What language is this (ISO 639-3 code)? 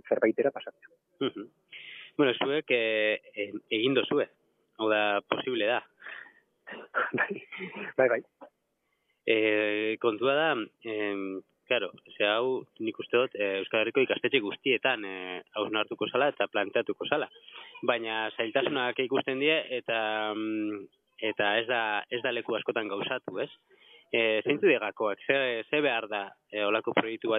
eus